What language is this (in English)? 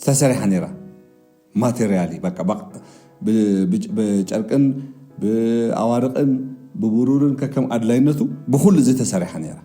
Tigrinya